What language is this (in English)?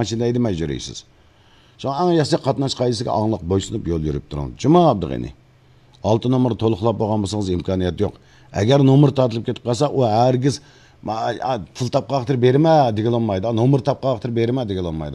Uyghur